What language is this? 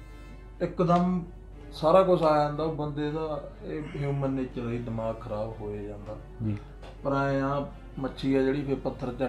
Punjabi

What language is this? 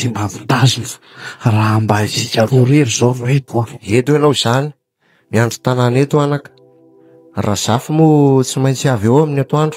Malagasy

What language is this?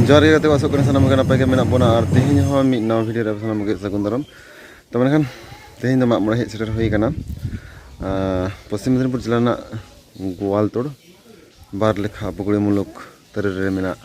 Santali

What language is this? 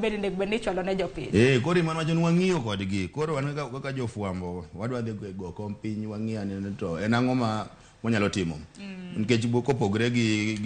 Luo (Kenya and Tanzania)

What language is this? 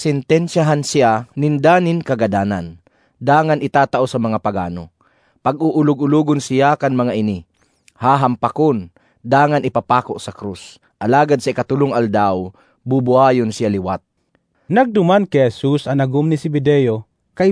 Bikol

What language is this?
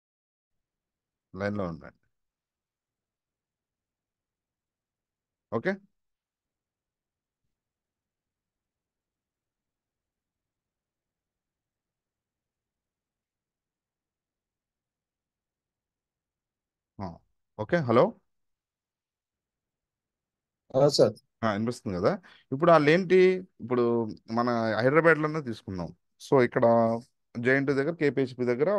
Telugu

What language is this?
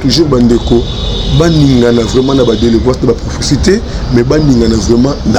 Lingala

